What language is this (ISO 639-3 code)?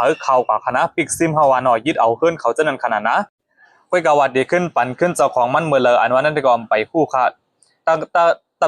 shn